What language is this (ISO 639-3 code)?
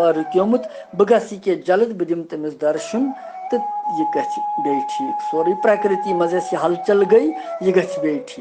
kas